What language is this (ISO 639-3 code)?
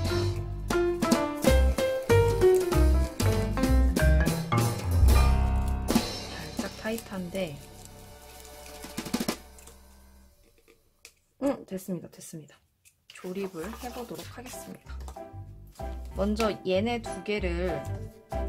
kor